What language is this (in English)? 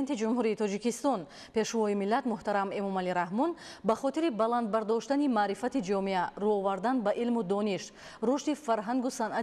Tajik